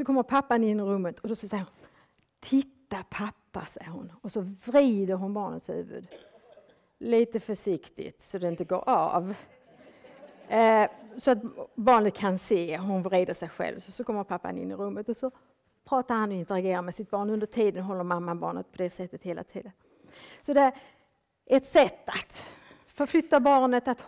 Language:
Swedish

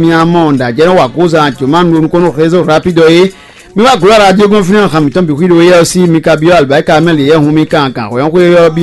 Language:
Fon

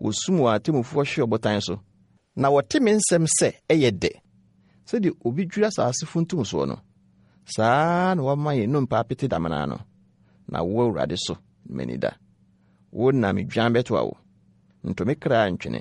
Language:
Akan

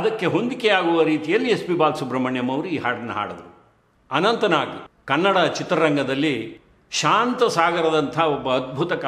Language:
Kannada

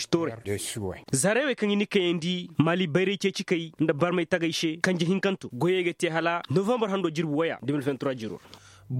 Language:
Koyraboro Senni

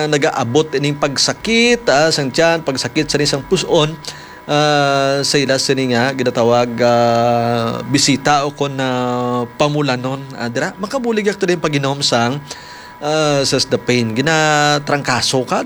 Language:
Hiligaynon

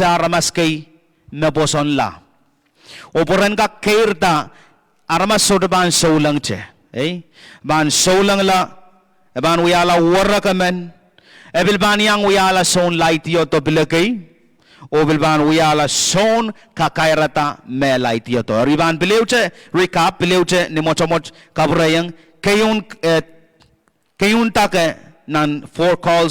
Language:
Pohnpeian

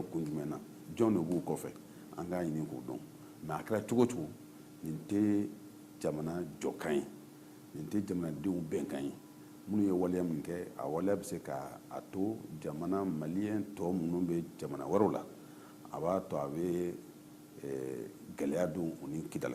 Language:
Bambara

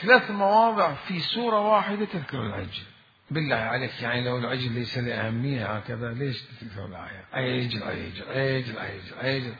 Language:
Mesopotamian Arabic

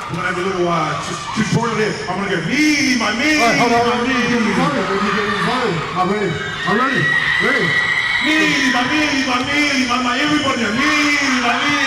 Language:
Māori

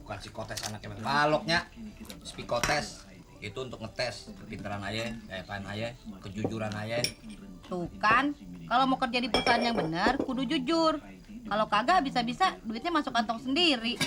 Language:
Betawi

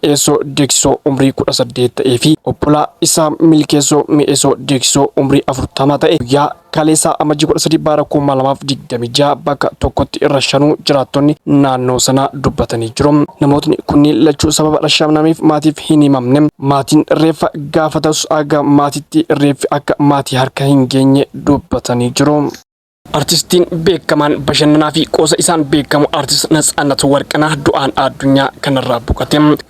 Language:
Oromo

